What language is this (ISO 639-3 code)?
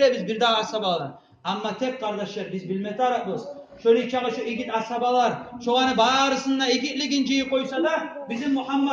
kum